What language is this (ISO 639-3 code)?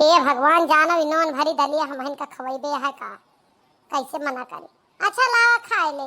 awa